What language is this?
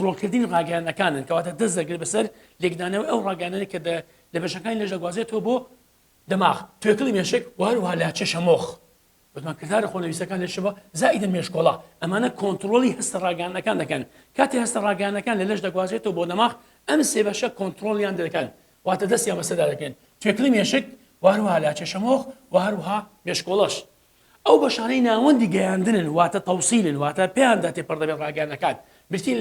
Central Kurdish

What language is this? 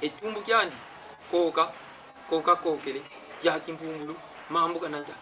Kongo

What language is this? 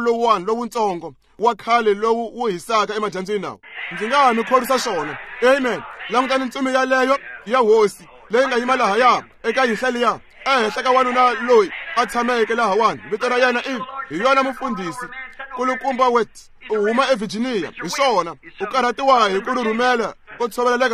Tsonga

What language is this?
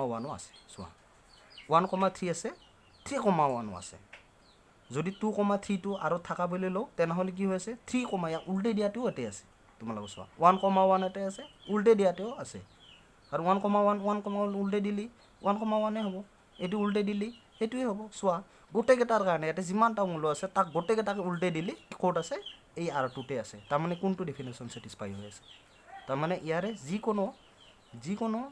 Assamese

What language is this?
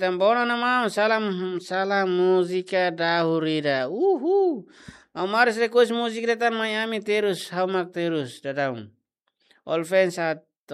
Tetum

